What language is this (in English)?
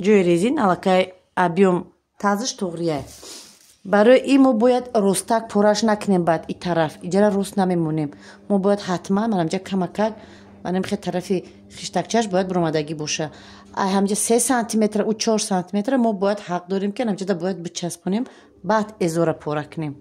Tajik